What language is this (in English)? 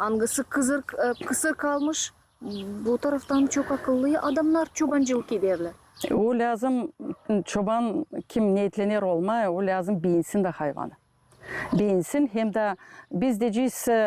Gagauz